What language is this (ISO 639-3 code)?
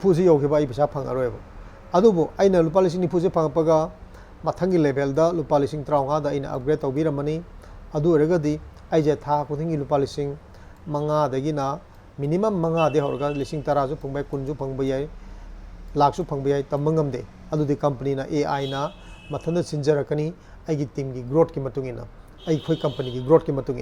mni